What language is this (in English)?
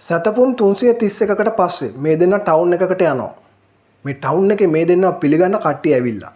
Sinhala